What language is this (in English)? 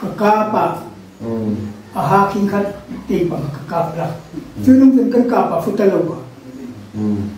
Hmar